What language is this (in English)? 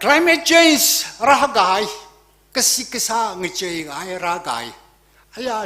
Tangkhul Naga (India)